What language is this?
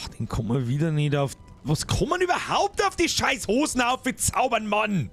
Bavarian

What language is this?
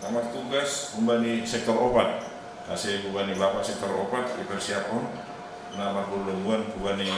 Batak Simalungun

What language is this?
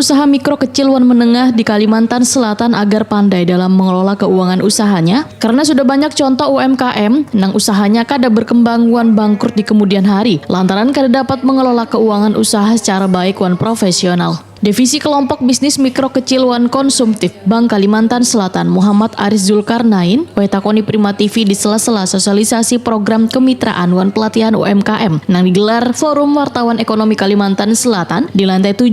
Banjar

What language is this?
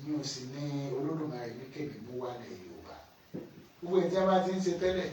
Yoruba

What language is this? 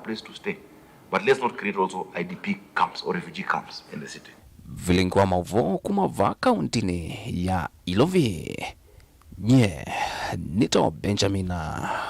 Kamba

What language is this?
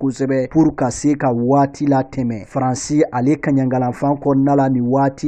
Bambara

